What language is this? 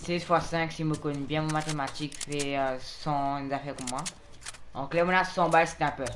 Morisyen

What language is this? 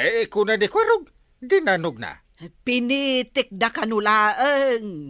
Iloko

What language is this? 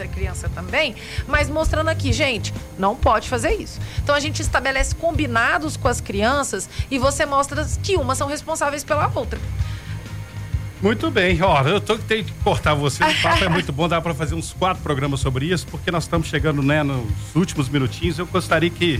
Portuguese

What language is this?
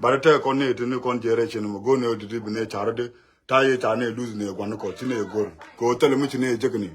Nuer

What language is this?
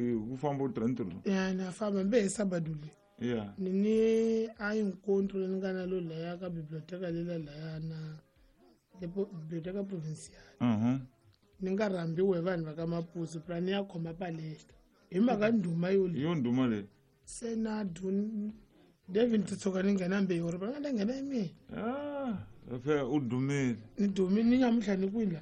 Tsonga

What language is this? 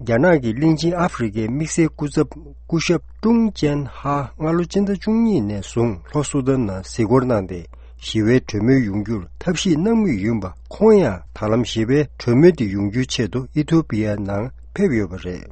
Tibetan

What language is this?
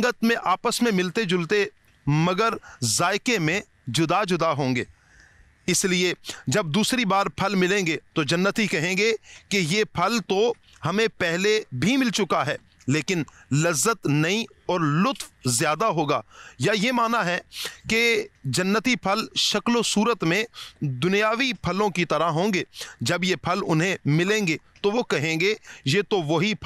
Hindi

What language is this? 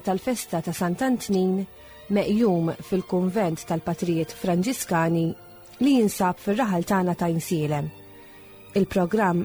Maltese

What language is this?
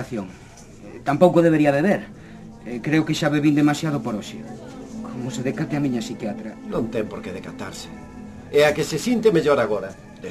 Galician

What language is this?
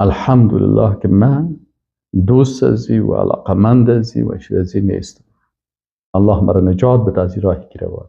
Persian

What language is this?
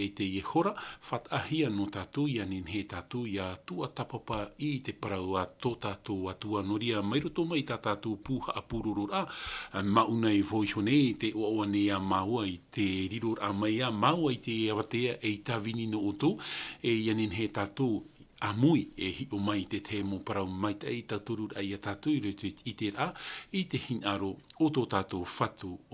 Tahitian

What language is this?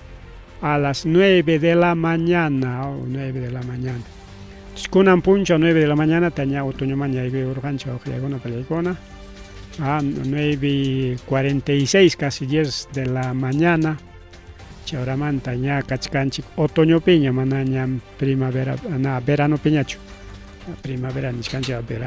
Ayacucho Quechua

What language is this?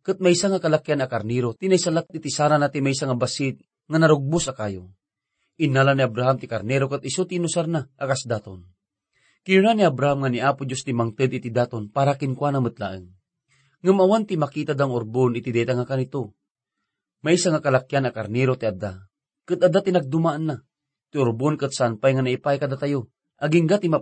Iloko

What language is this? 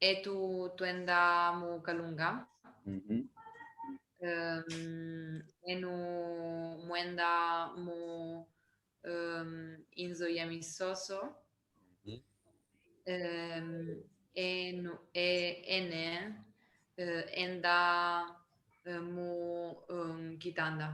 Kimbundu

